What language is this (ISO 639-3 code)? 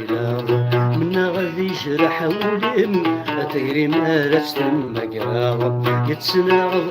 kab